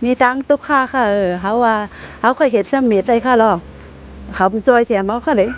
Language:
Shan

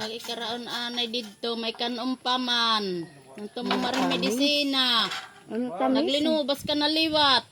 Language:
Waray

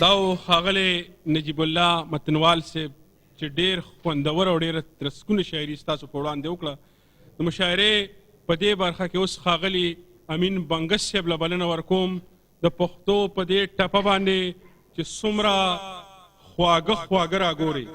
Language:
Pashto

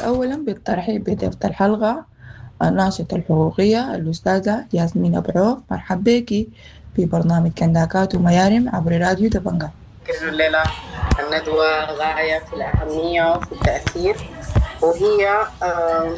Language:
Sudanese Arabic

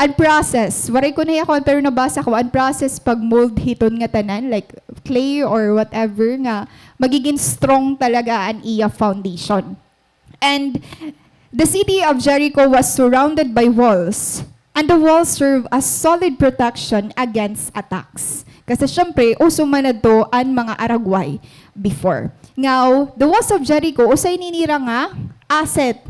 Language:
Waray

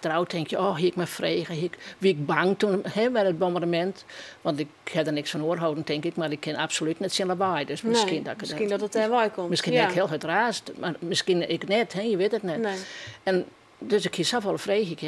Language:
Western Frisian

